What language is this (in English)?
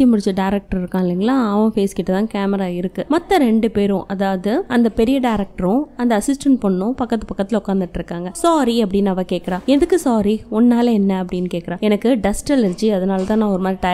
Tamil